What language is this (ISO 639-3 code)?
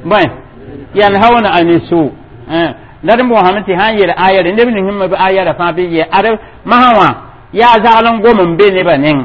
mos